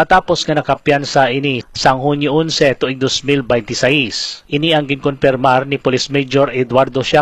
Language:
Hiligaynon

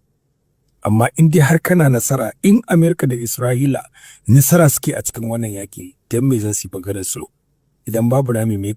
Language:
Hausa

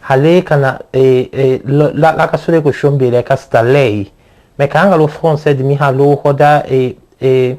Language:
Tetela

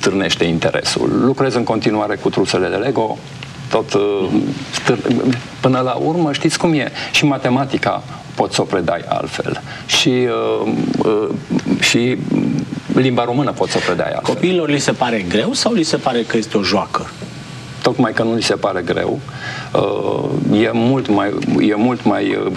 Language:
Romanian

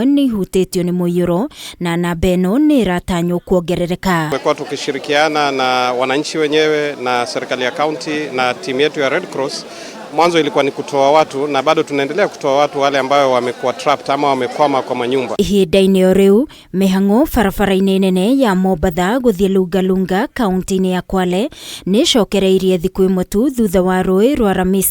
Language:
Kikuyu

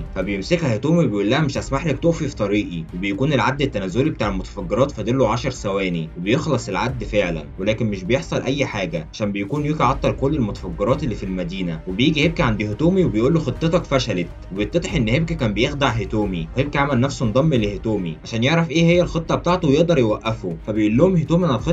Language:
Egyptian Arabic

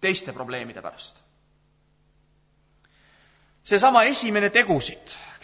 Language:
Estonian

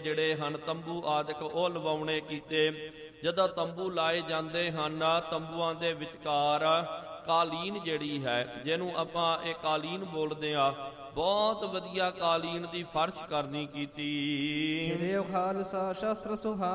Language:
Punjabi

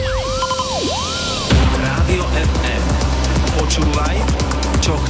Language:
Slovak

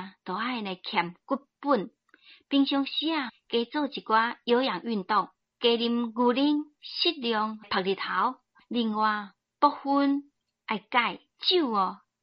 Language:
Min Nan Chinese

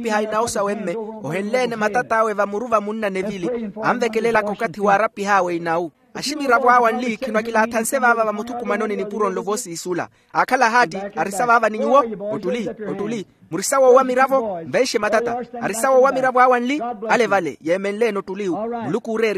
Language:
Makhuwa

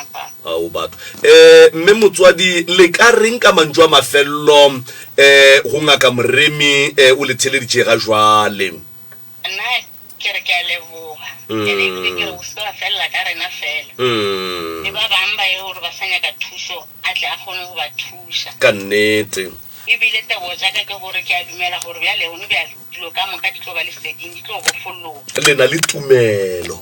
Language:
Northern Sotho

